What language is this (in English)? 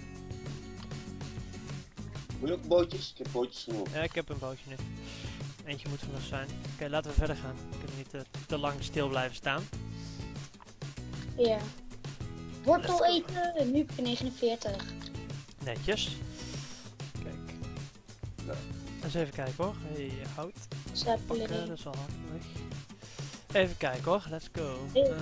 Dutch